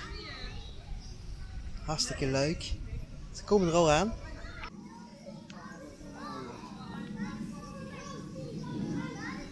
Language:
Dutch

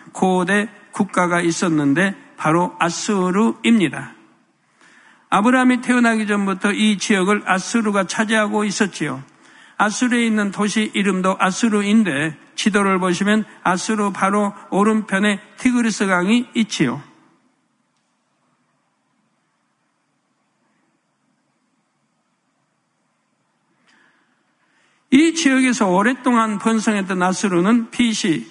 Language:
Korean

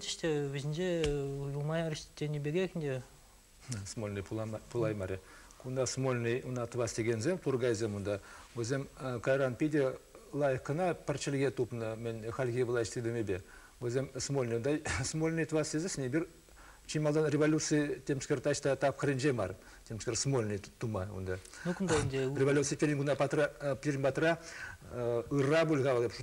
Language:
Chuvash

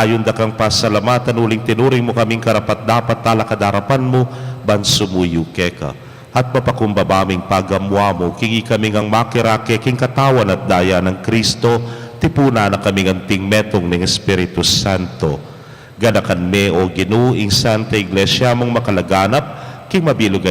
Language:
Pampanga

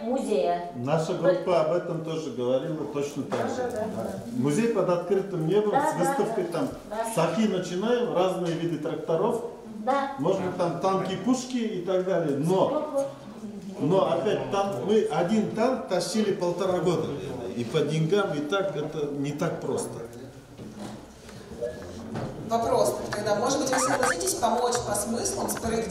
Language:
Russian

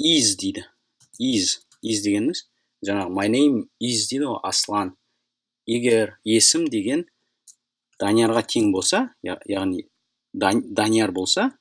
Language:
Kazakh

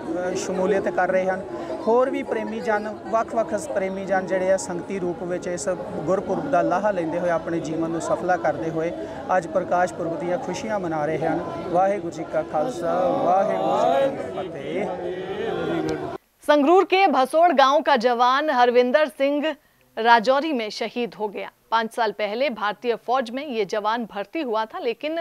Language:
Punjabi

